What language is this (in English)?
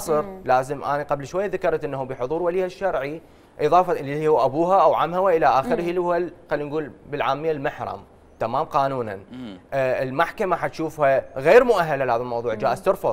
Mesopotamian Arabic